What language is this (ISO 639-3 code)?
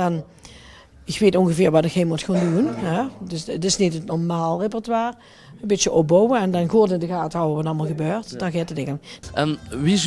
lim